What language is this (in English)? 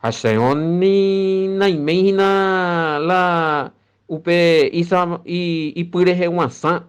Guarani